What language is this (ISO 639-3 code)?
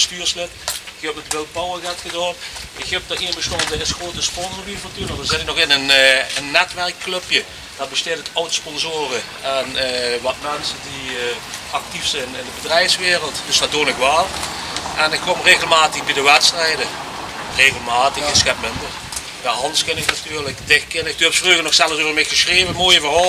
lim